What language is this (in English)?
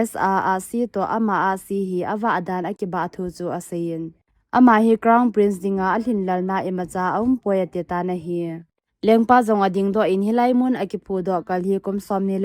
Thado Chin